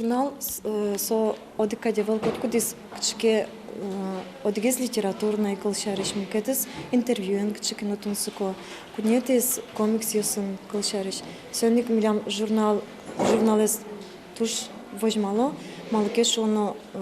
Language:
Udmurt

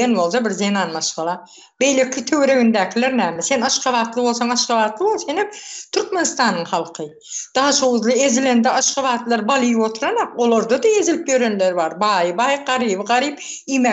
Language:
Turkmen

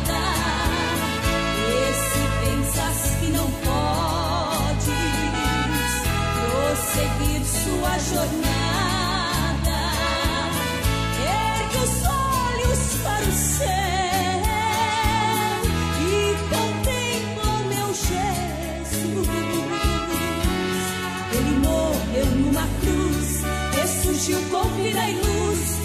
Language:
Portuguese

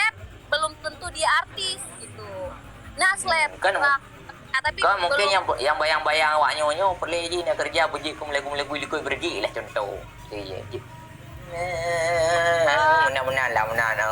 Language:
Achinese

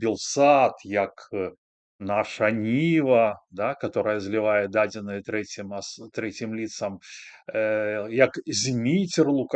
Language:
Belarusian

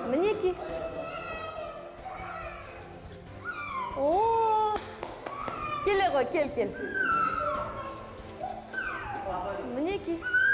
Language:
Kazakh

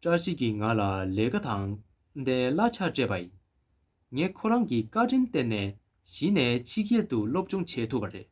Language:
Tibetan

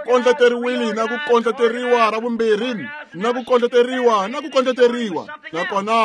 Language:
Tsonga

